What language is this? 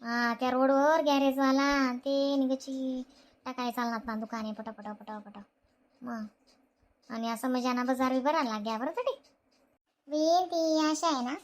Khandesi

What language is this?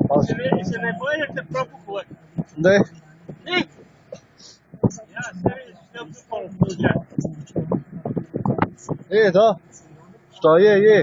Croatian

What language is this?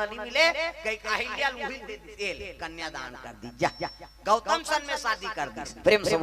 Chhattisgarhi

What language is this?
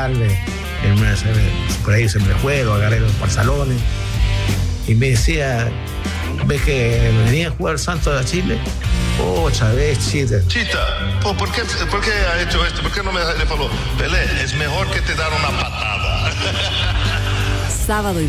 Spanish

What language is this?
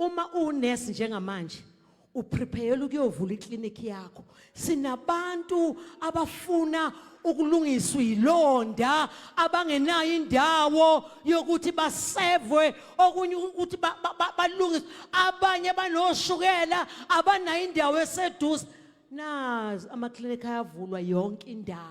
Zulu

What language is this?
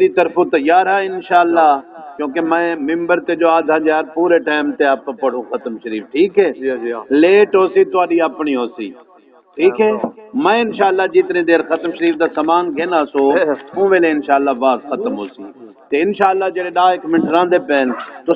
Saraiki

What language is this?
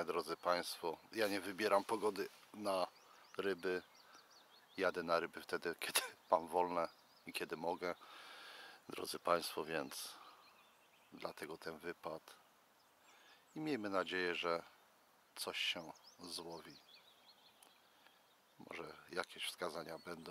Polish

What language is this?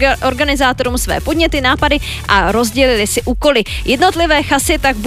Czech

